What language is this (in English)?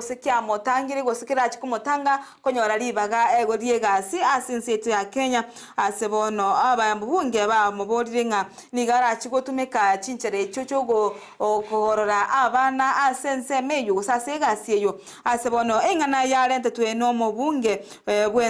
Gusii